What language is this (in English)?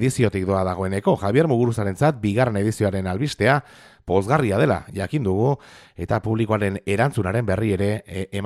Basque